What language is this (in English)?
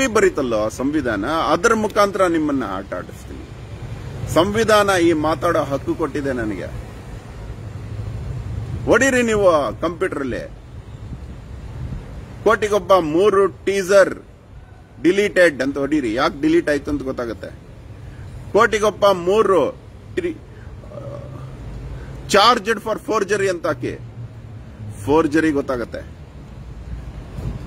Kannada